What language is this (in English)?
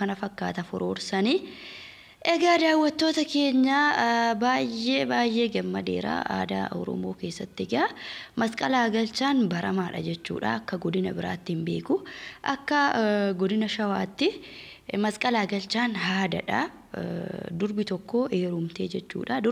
Oromo